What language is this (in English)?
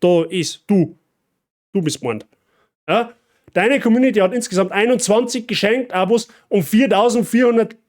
Bavarian